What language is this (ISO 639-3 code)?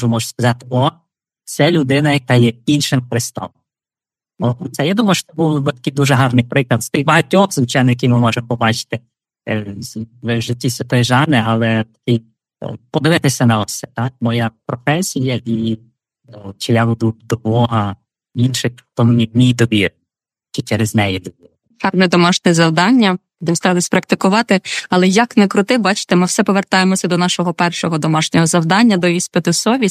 ukr